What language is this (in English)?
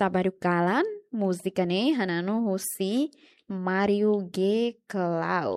Tetum